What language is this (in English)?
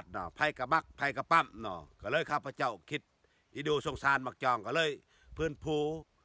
Lao